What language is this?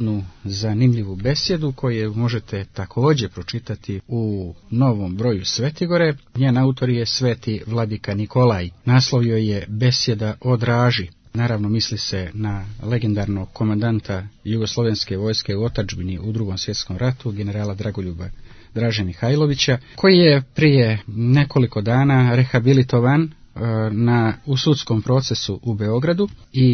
Serbian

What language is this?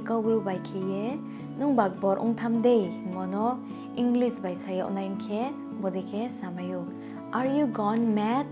Riang (India)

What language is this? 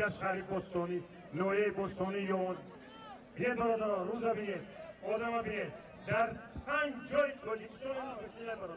Tajik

